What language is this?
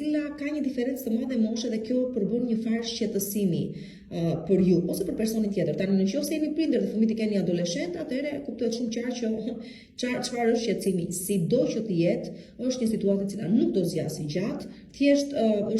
Albanian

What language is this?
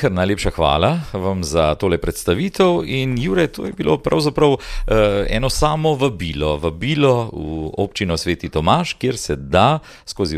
Slovenian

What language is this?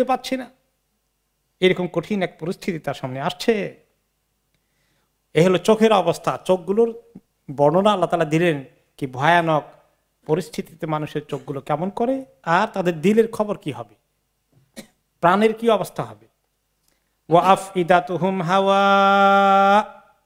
Bangla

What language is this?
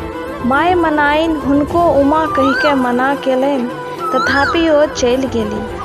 Maithili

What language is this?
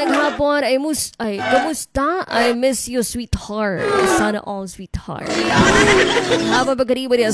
Filipino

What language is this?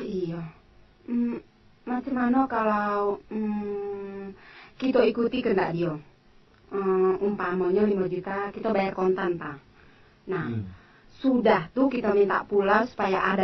Minangkabau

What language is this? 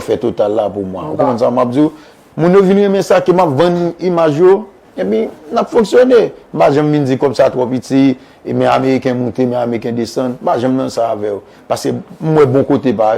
Haitian Creole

